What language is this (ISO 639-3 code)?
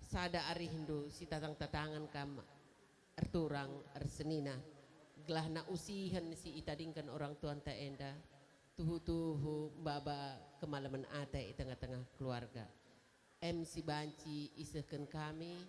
btx